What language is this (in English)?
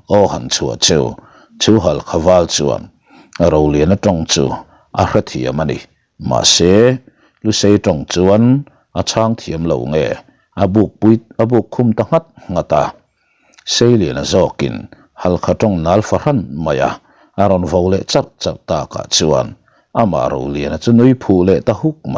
Mizo